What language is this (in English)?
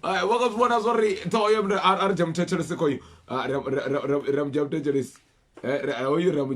Venda